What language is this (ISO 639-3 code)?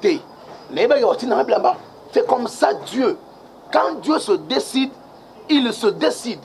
lin